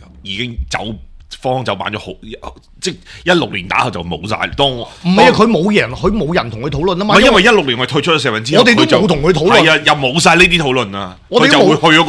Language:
Cantonese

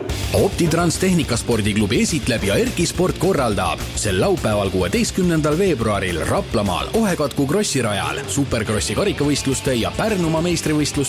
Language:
Estonian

